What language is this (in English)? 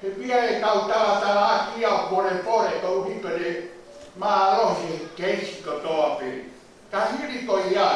Tongan